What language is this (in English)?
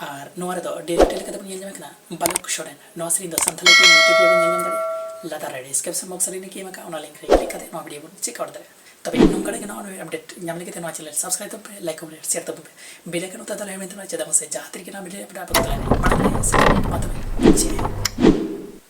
Santali